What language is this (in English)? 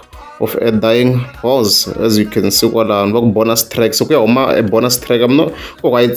Tsonga